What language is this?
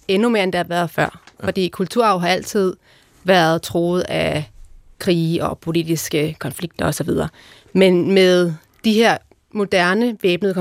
Danish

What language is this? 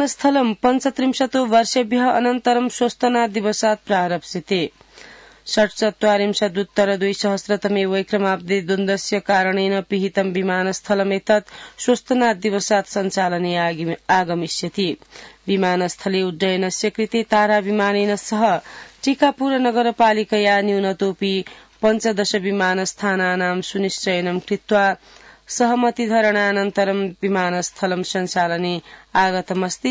Sanskrit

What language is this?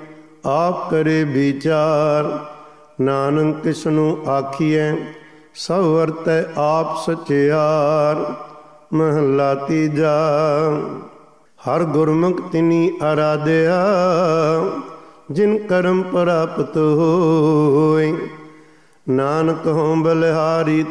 Punjabi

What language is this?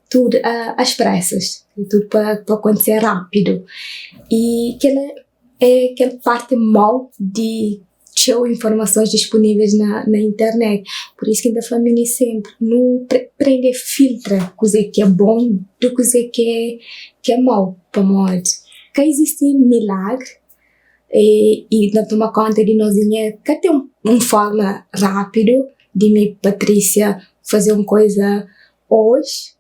Kabuverdianu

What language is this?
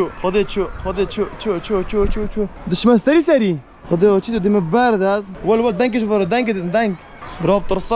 Kurdish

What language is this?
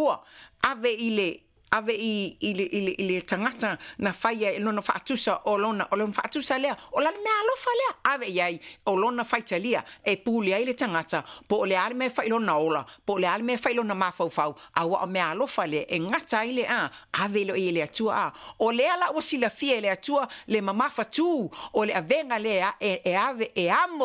Samoan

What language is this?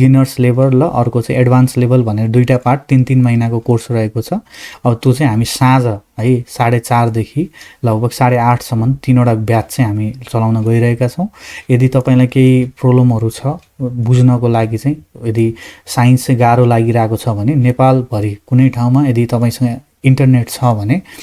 Nepali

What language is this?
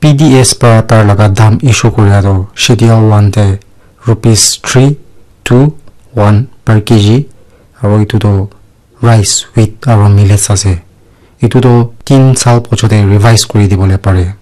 Naga Pidgin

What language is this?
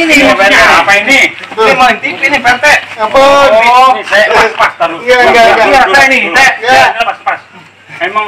Betawi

